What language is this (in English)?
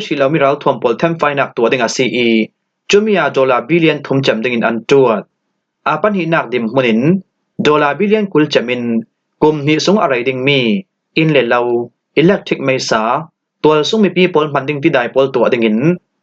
Falam Chin